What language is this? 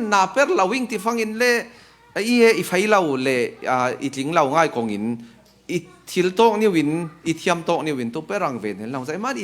Falam Chin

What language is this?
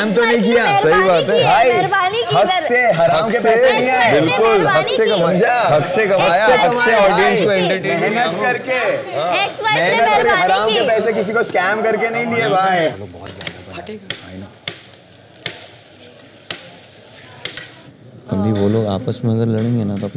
Hindi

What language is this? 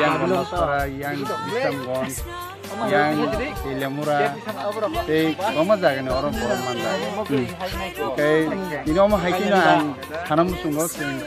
Kok Borok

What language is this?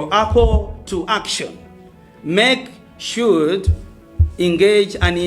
Nyanja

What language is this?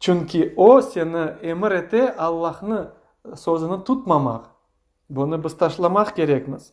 Crimean Tatar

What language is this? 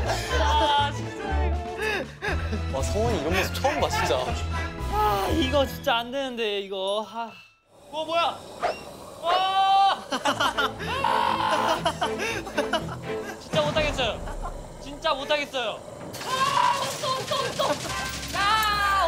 Korean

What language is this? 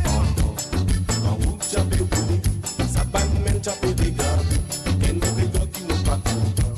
Morisyen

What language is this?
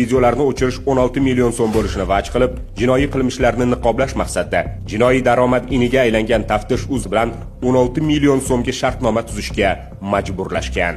Uzbek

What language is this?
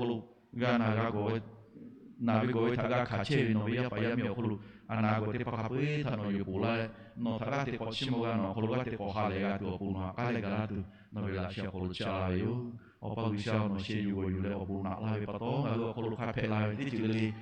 Lahu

